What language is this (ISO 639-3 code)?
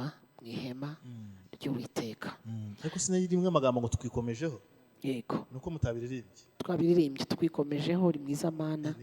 kin